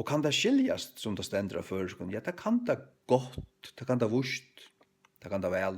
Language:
Faroese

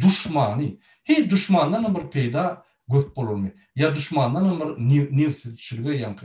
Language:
Turkmen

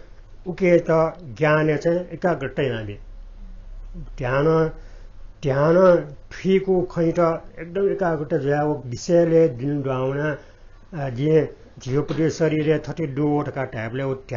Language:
Newari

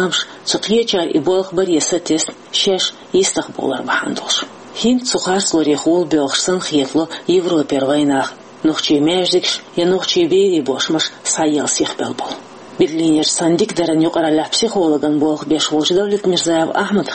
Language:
Chechen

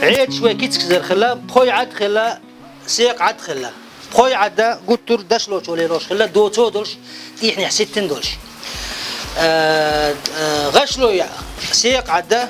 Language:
Chechen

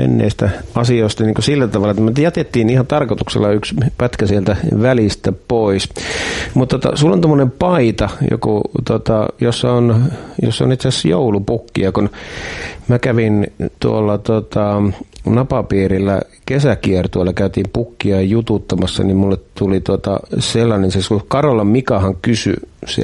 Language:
Finnish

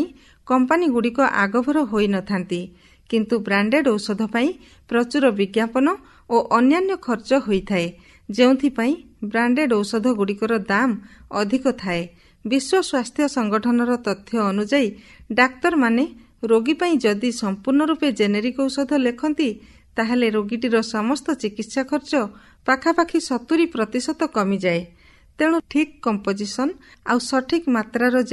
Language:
Odia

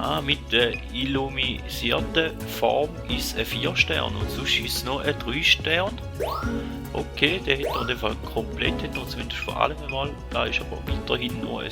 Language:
Swiss German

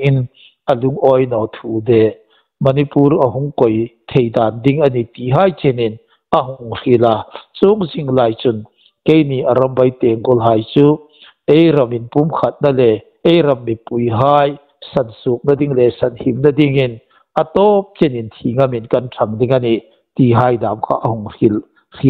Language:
Hmar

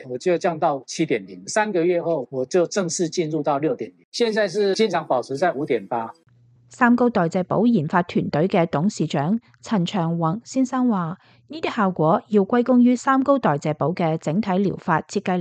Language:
Cantonese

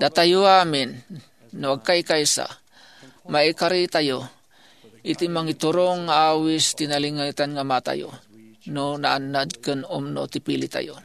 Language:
Iloko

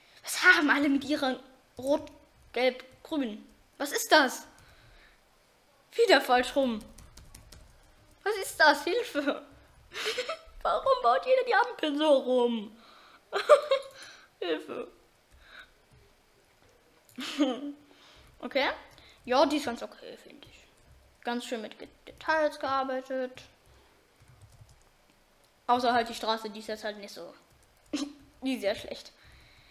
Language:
German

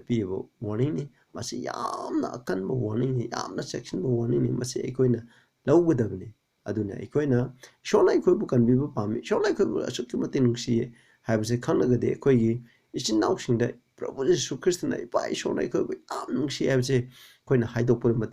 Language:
Manipuri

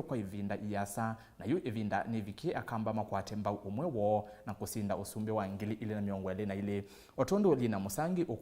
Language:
Kamba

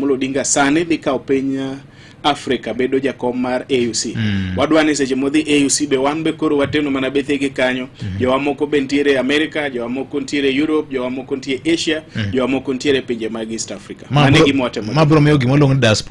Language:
Luo (Kenya and Tanzania)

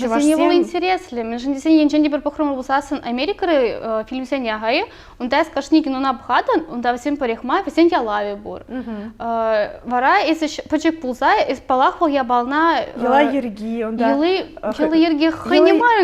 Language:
Chuvash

